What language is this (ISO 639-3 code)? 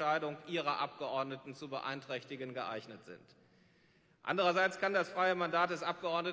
deu